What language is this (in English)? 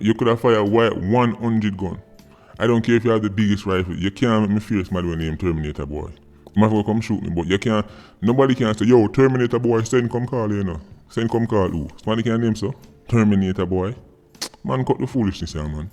Jamaican Creole English